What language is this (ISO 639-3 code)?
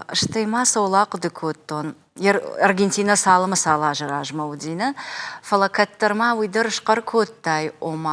oss